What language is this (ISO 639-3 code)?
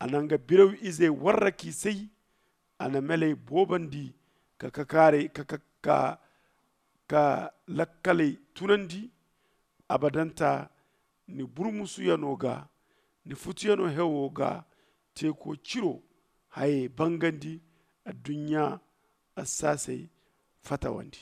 dje